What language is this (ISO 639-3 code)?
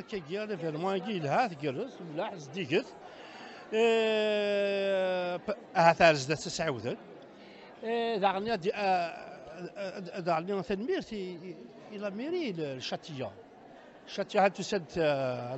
kab